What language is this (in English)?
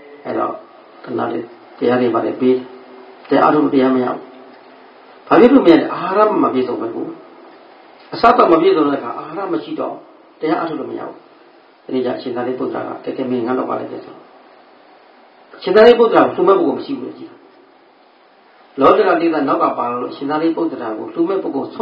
Burmese